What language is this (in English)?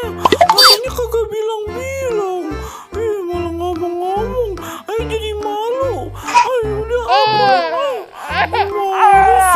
Betawi